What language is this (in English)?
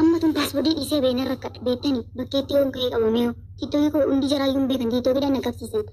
Oromo